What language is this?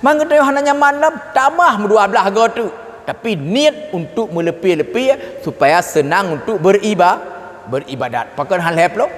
Achinese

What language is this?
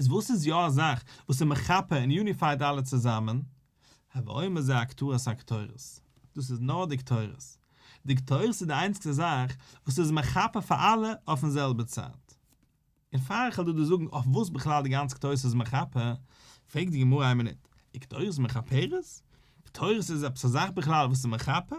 Yiddish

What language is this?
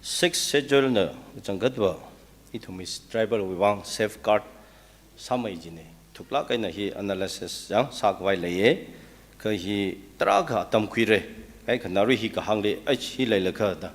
Tangkhul Naga (India)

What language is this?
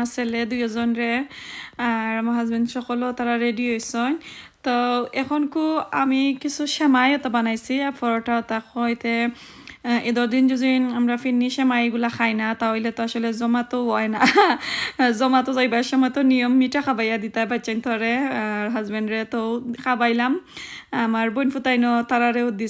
Sylheti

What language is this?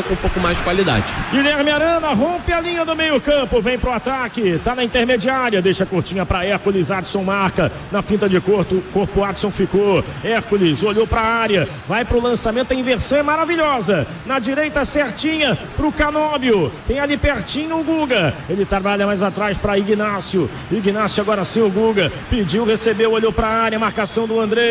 Portuguese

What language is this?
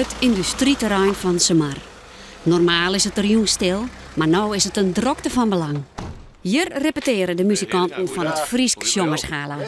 Western Frisian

